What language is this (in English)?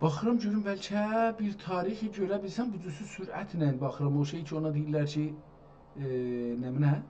South Azerbaijani